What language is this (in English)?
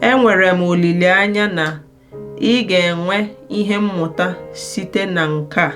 Igbo